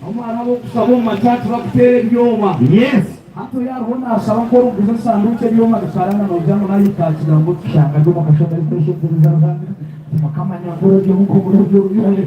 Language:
Nyankole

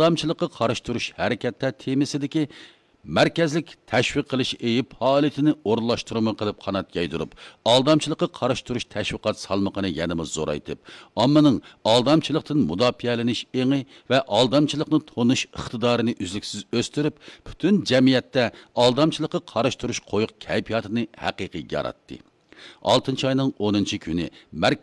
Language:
Uyghur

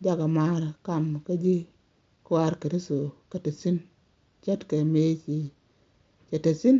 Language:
Nuer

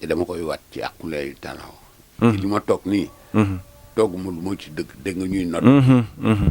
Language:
Wolof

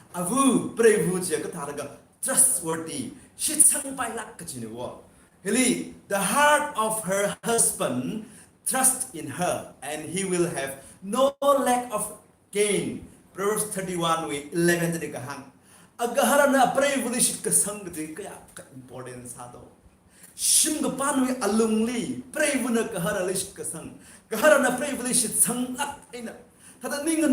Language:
Tangkhul Naga (India)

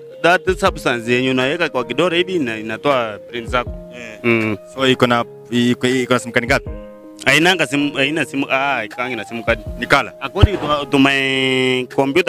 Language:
Gusii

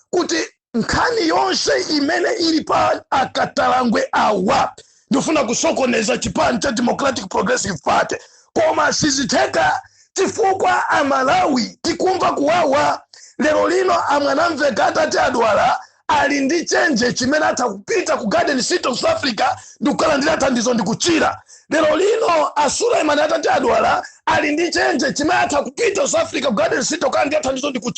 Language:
Nyanja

